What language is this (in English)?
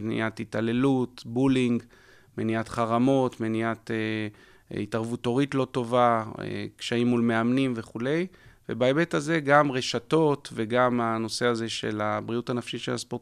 Hebrew